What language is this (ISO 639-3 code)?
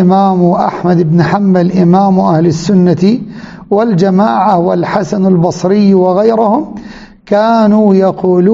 ara